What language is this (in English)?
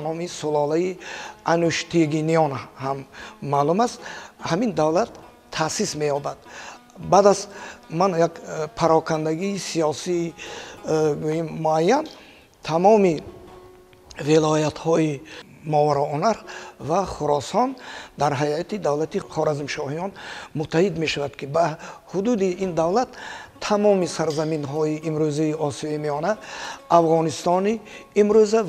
Tajik